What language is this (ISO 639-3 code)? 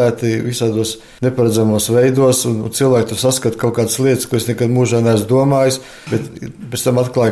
lav